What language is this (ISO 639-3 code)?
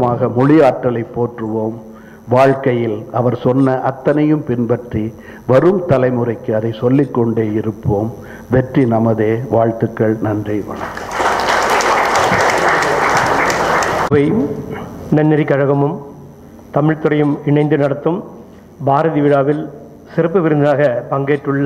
tam